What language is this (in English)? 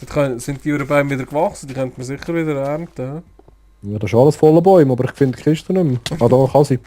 Swiss German